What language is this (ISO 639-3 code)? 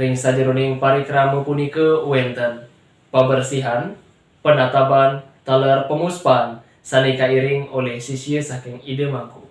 ban